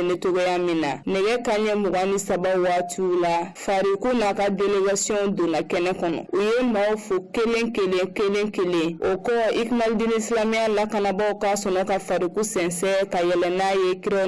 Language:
Bambara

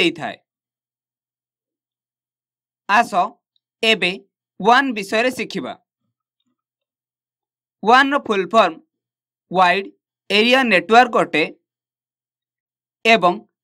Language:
Odia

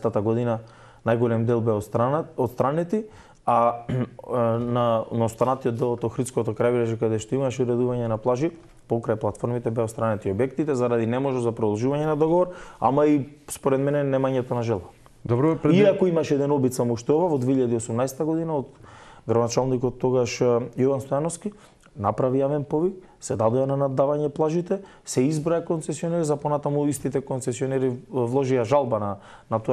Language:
Macedonian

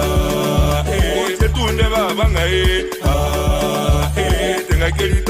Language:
Gusii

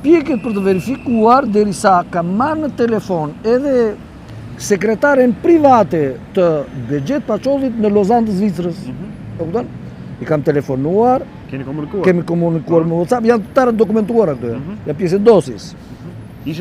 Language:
Albanian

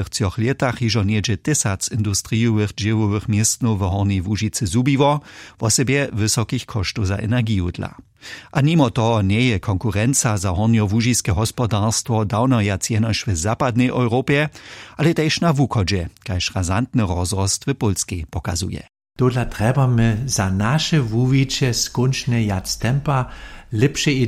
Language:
Upper Sorbian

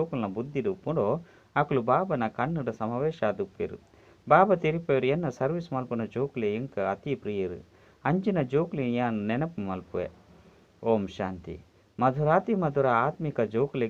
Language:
Tulu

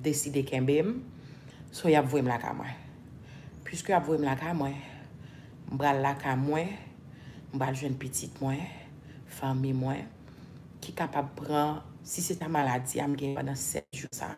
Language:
Haitian Creole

